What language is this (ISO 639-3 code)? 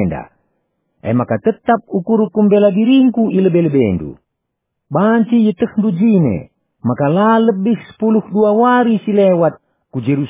btx